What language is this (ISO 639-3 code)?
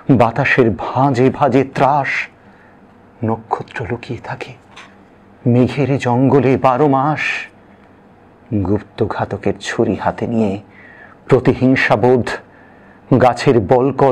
ben